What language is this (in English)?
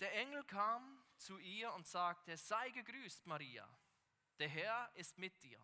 Swiss German